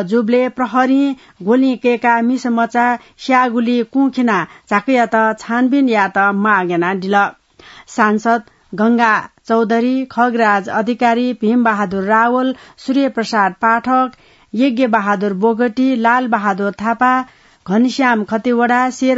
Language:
Newari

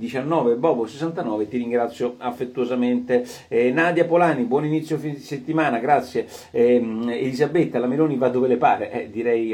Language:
Italian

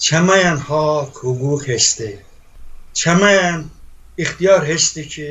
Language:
Talysh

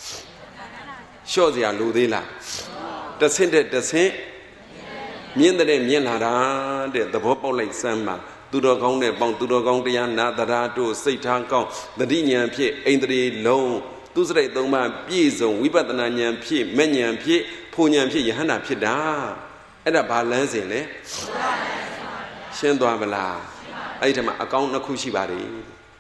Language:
Burmese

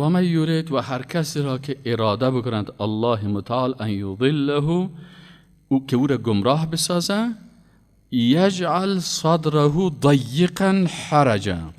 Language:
Persian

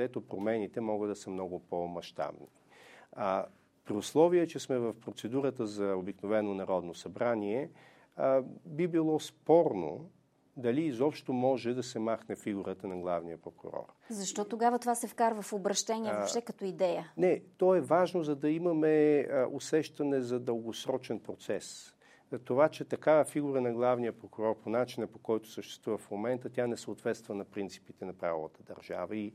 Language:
Bulgarian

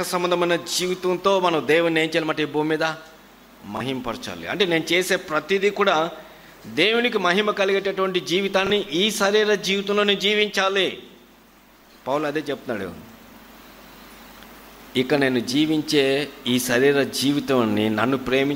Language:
Telugu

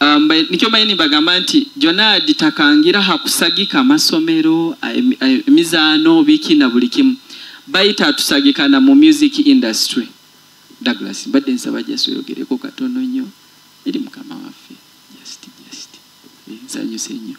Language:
Nyoro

